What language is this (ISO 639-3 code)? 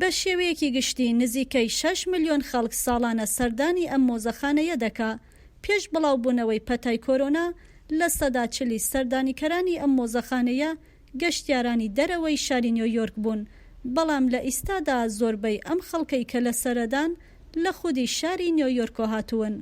ckb